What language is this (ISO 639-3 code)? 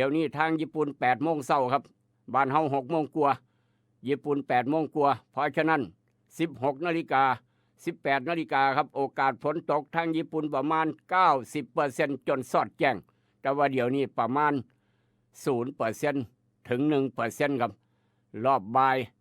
tts